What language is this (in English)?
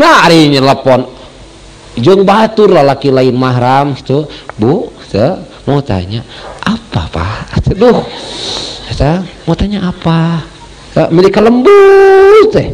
Sundanese